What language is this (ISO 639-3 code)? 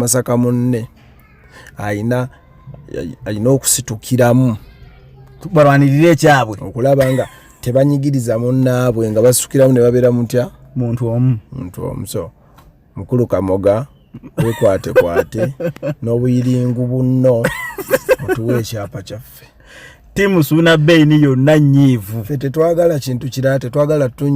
lug